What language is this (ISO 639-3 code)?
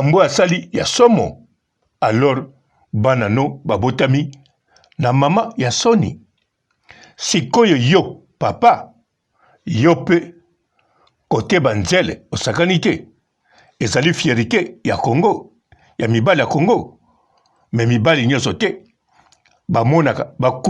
lin